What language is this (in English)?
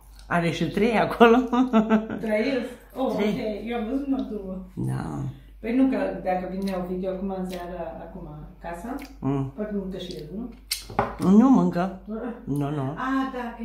Romanian